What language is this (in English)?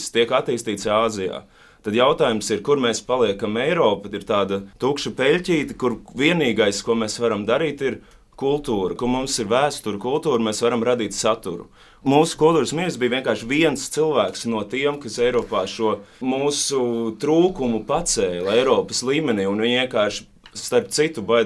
Latvian